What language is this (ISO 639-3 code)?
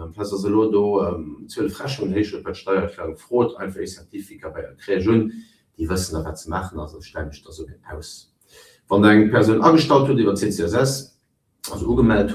ltz